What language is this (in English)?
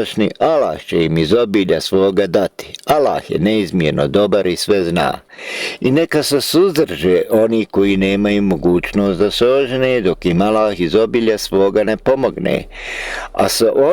Bosnian